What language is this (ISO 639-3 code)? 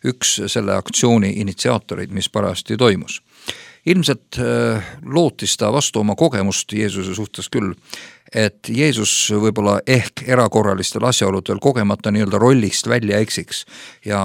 est